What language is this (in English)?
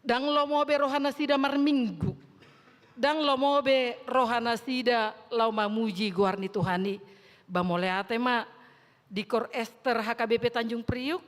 Batak Toba